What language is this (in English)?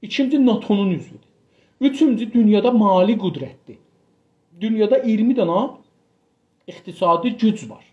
South Azerbaijani